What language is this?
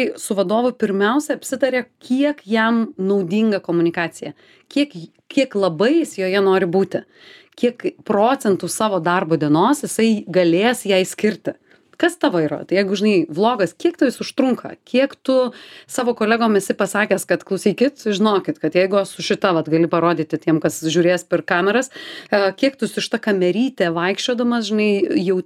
Lithuanian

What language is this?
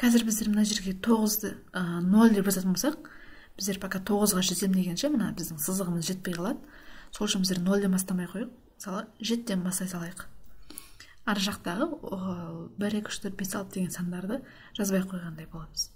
Kazakh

